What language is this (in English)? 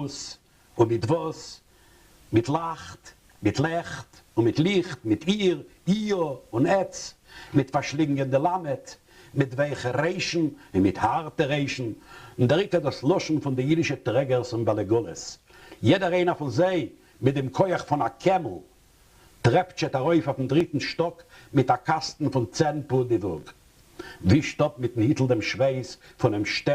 Yiddish